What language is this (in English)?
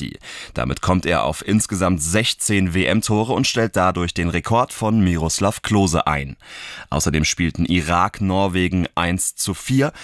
German